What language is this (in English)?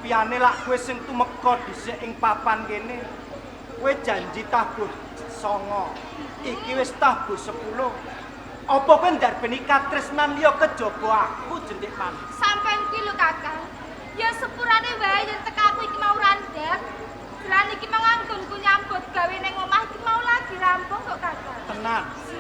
Javanese